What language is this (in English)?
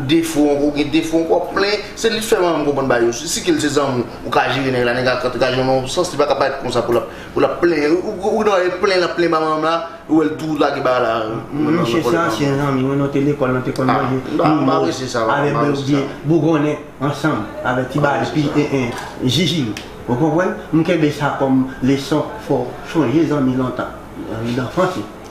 Haitian Creole